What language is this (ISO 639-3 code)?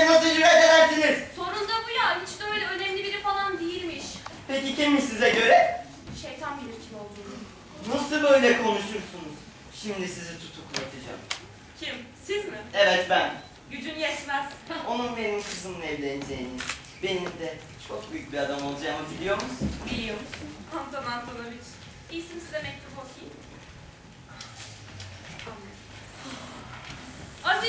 tur